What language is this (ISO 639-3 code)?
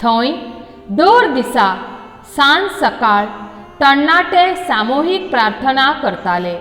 kok